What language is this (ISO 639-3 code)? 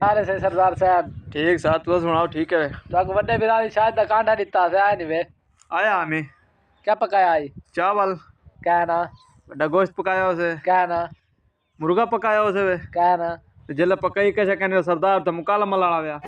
skr